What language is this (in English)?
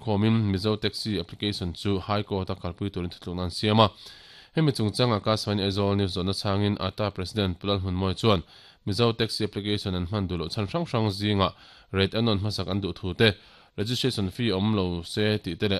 Mizo